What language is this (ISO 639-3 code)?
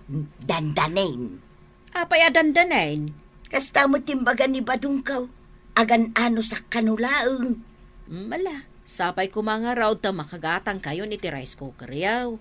ilo